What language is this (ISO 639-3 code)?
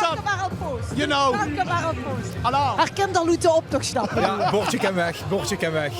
lim